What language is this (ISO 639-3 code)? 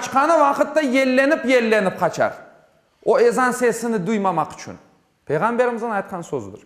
crh